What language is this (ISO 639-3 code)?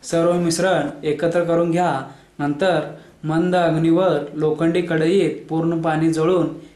mar